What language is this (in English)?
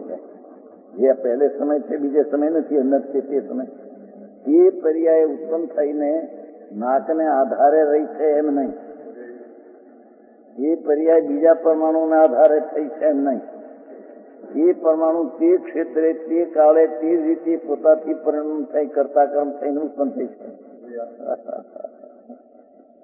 Gujarati